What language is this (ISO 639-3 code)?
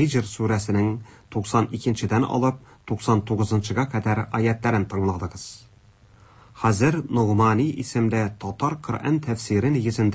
tat